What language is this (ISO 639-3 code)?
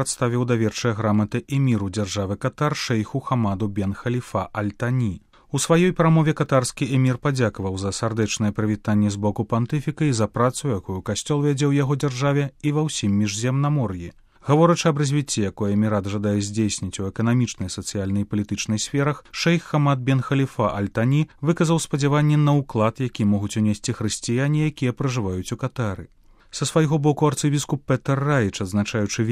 bel